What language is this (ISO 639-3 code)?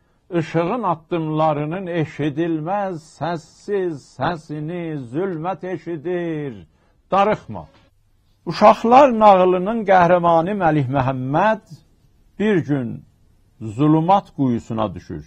azb